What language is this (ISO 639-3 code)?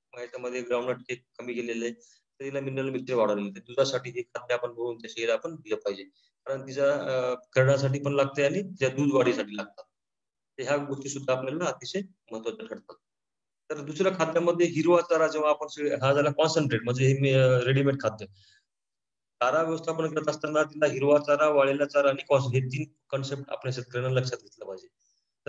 mar